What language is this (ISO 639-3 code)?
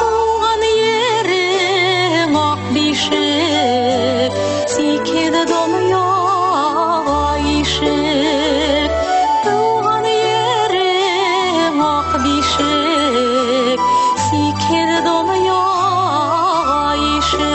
bak